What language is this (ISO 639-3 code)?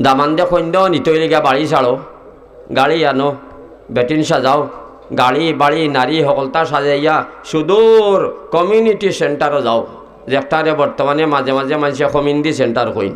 syl